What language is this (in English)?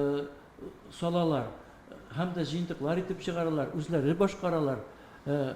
Tatar